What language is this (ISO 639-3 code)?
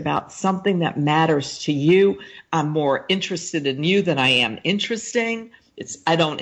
eng